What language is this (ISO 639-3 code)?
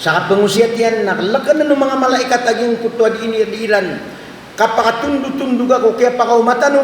mrw